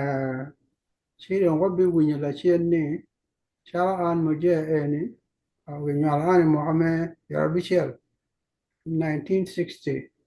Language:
Acoli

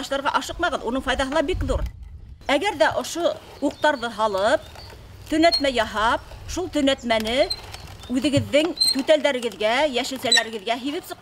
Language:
Bashkir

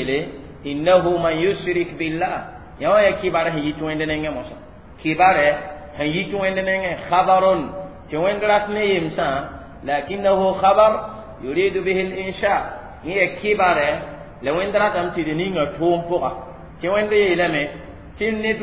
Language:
Mossi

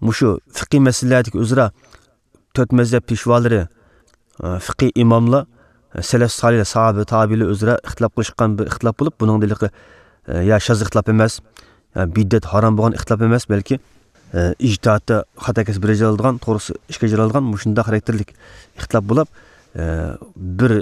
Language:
Uyghur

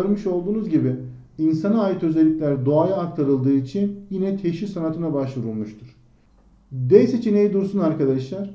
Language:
Turkish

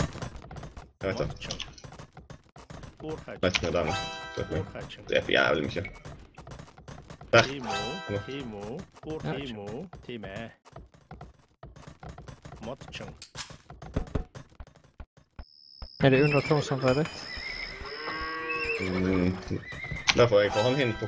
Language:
Norwegian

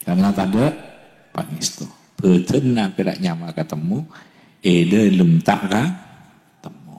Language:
Madurese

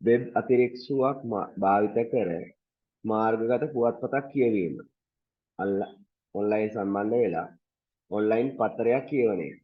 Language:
Sinhala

